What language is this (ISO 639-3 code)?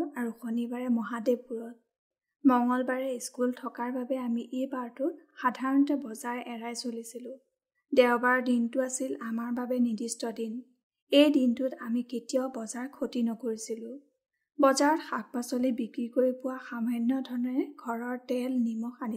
asm